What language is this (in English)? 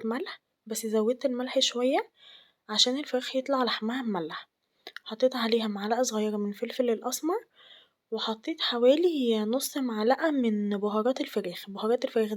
Egyptian Arabic